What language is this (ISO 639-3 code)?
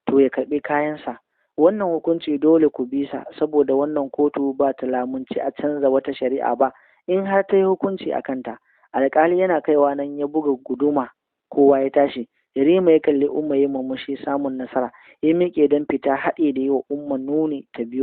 hau